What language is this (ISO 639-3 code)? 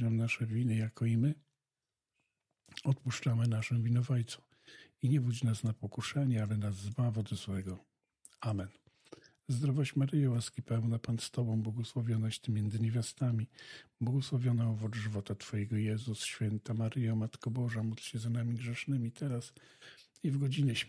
pol